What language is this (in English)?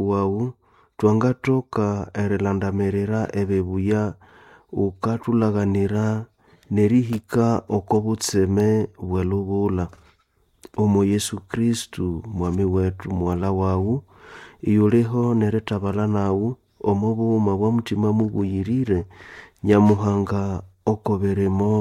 Nande